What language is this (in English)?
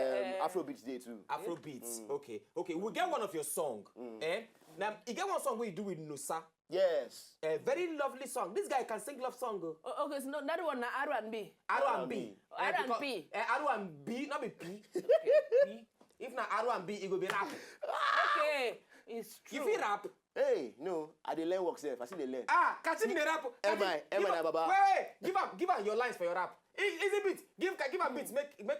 Nigerian Pidgin